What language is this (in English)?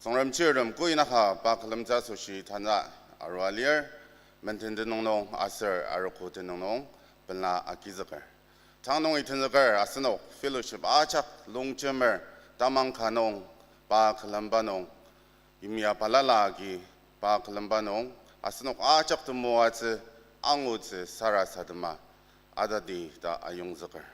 Ao Naga